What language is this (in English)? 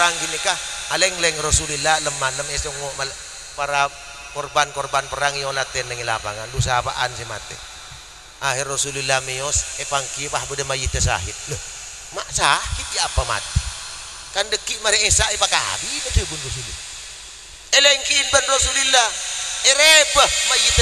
Madurese